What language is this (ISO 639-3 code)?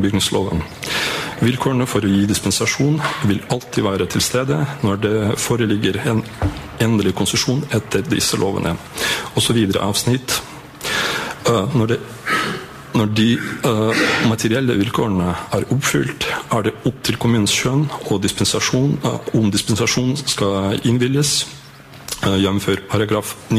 nor